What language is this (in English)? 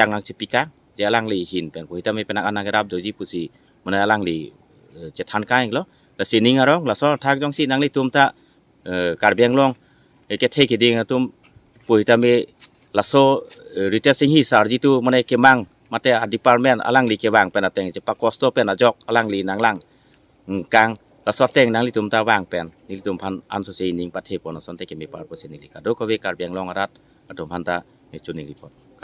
Karbi